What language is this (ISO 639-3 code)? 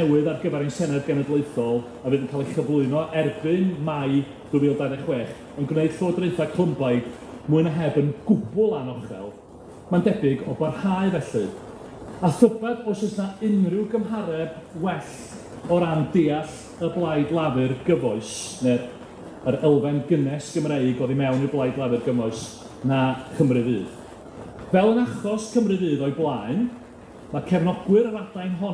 cym